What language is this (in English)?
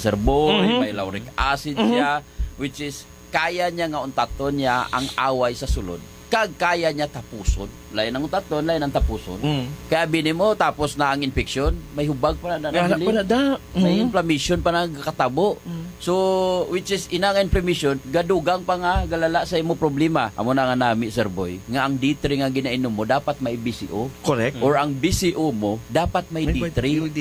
Hiligaynon